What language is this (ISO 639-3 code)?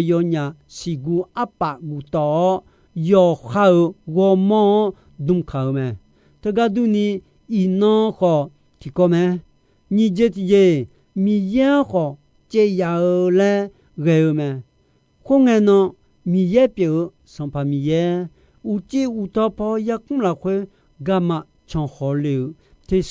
ahk